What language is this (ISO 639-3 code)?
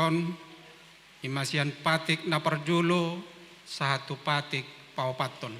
bbc